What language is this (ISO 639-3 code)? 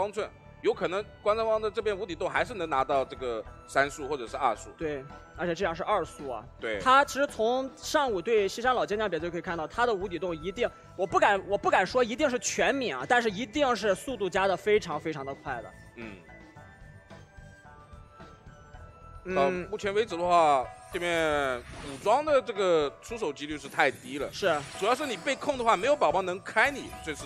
zho